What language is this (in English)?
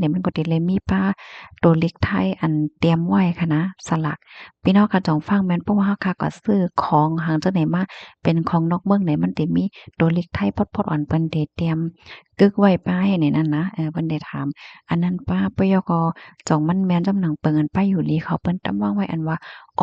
Shan